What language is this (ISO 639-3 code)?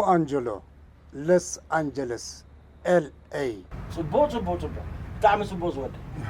tir